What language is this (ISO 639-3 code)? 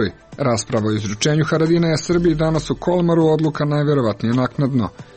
srp